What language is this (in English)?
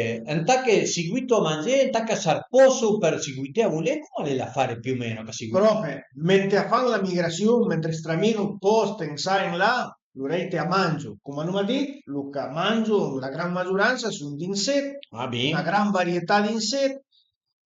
Piedmontese